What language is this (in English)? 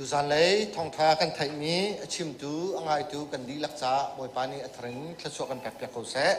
Hakha Chin